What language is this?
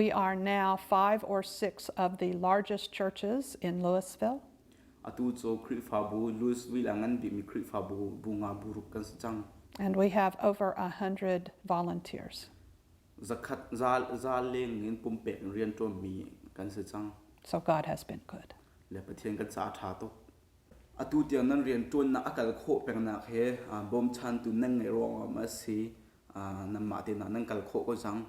Hakha Chin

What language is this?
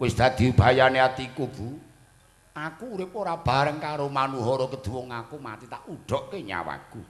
Javanese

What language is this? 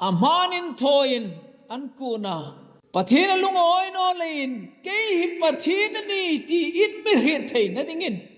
Hmar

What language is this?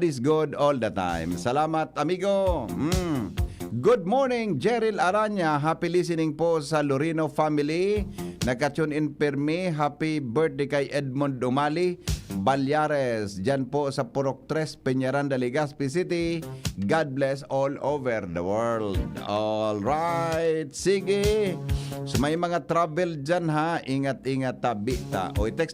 Bikol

